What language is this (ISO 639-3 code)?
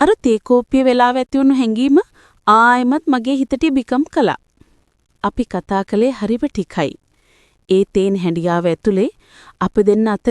sin